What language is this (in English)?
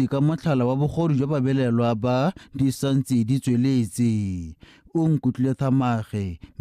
Tswana